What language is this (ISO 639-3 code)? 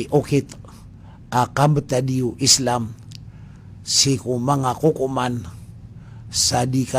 mrw